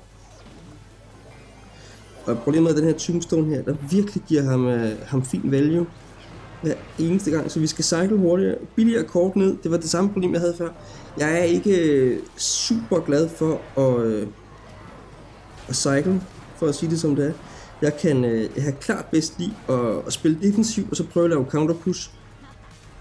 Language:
Danish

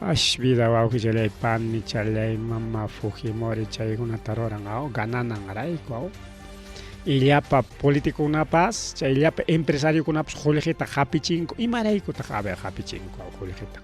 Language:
Ayacucho Quechua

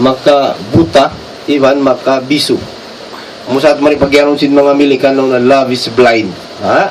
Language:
Tausug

